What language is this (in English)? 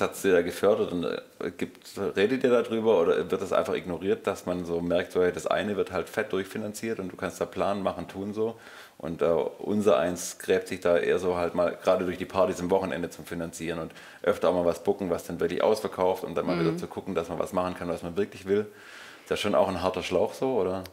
German